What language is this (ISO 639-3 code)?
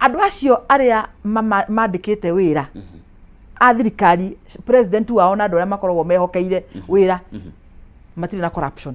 kik